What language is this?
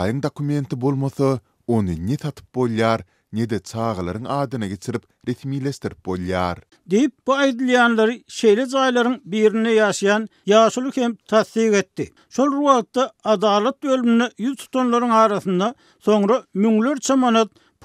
Turkmen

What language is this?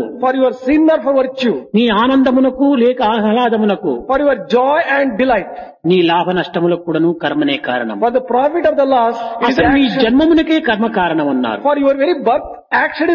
Telugu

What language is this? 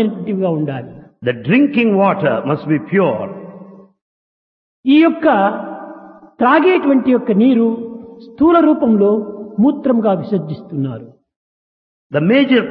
Telugu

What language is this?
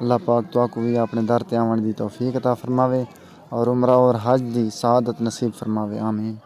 Saraiki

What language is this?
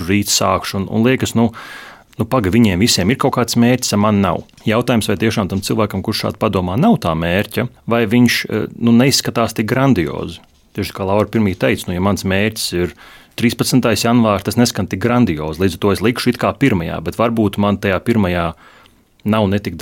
Latvian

